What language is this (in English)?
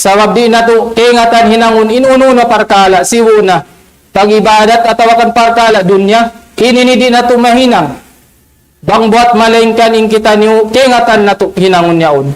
Tausug